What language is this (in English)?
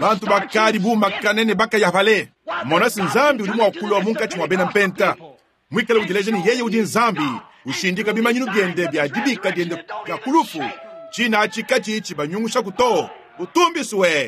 Luba-Lulua